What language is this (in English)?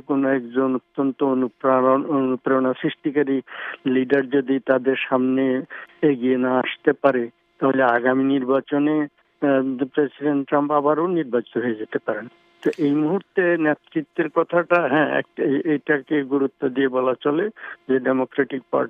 Bangla